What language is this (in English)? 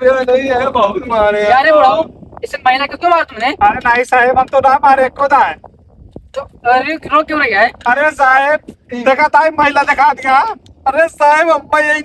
Awadhi